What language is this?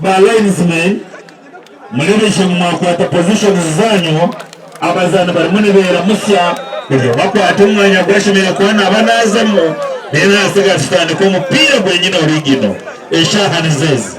Nyankole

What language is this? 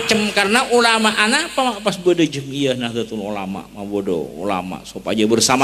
Madurese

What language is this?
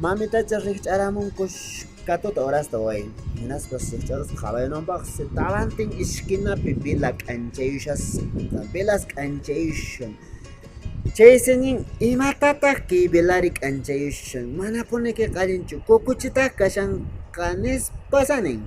Quechua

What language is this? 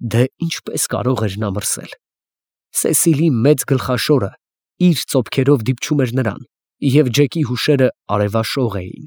Armenian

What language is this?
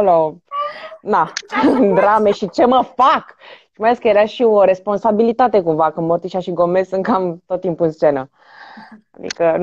Romanian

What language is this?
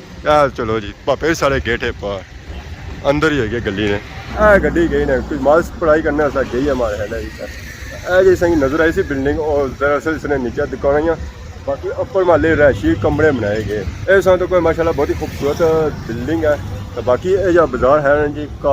Pahari-Potwari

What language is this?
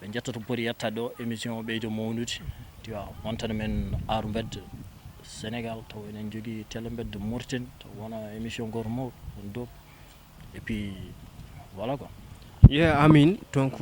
Fula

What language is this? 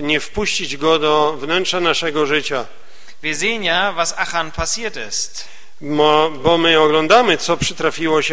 Polish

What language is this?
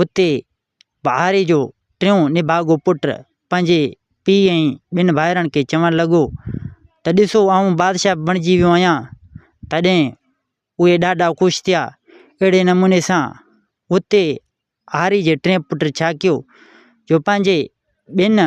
Sindhi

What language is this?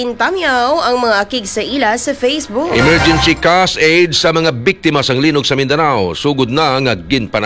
Hiligaynon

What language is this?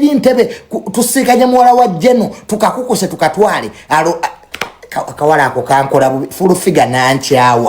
Ganda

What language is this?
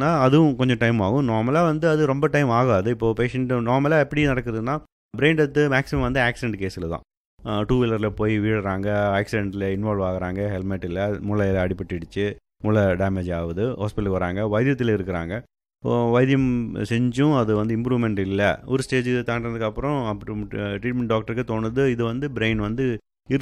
Tamil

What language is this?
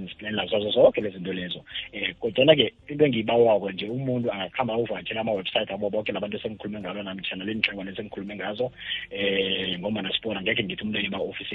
South Ndebele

